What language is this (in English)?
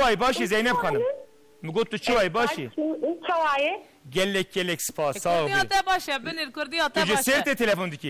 Kurdish